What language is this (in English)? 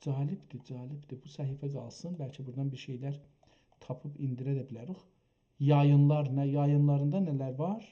South Azerbaijani